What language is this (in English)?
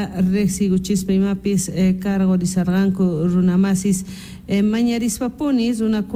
Quechua